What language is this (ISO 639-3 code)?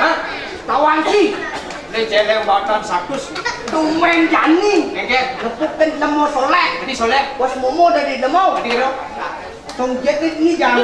ban